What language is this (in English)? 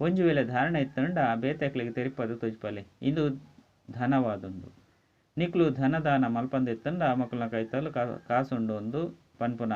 Tulu